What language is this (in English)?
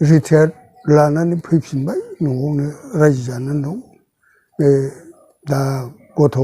Bodo